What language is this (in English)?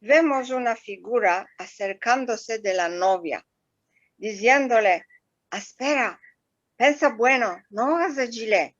Ladino